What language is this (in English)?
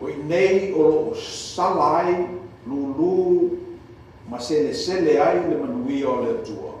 Samoan